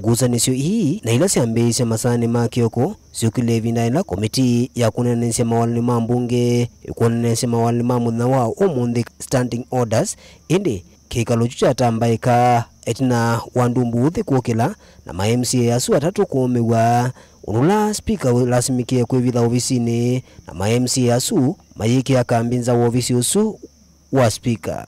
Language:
Kamba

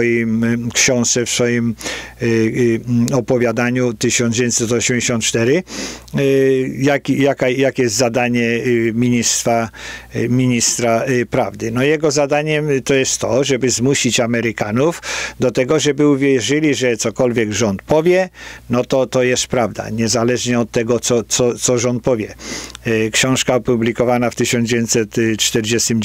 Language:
Polish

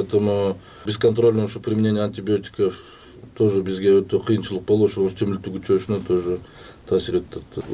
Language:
Kyrgyz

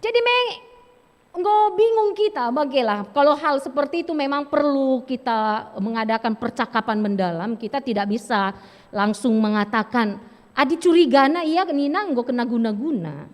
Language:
Batak Karo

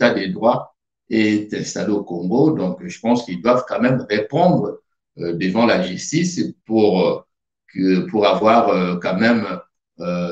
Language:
French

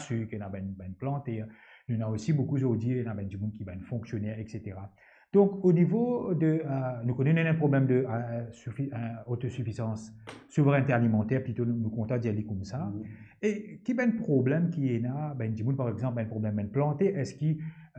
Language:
Morisyen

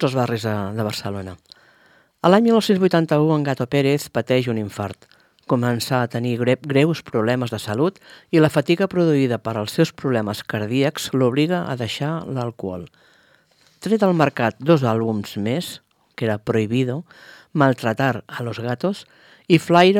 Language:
Catalan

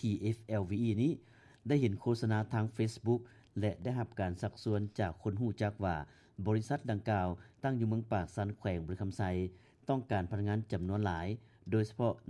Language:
Lao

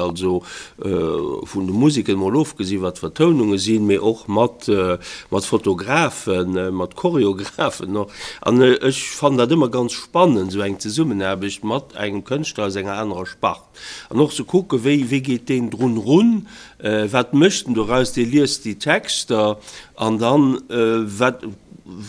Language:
Luxembourgish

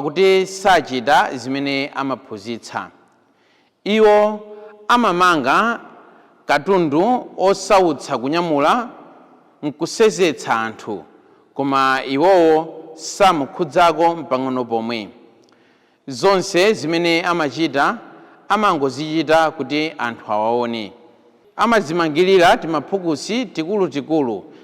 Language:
Nyanja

